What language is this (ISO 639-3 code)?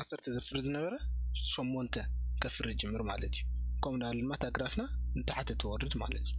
tir